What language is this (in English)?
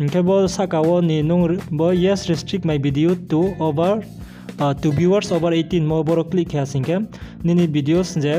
Riang (India)